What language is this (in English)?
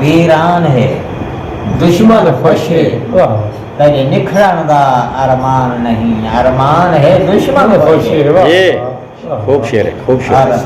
Saraiki